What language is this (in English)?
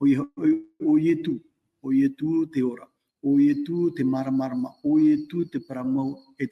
Tahitian